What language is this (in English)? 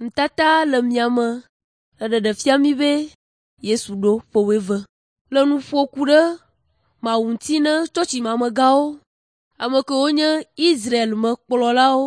Ewe